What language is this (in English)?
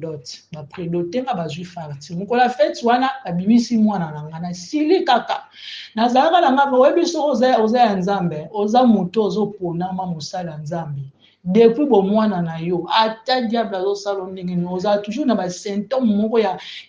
Lingala